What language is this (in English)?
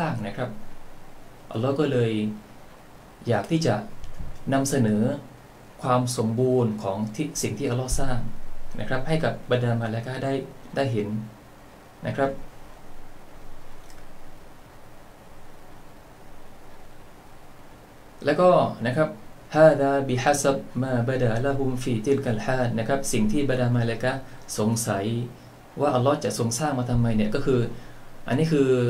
Thai